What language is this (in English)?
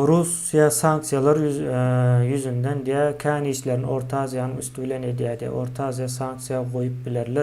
Turkmen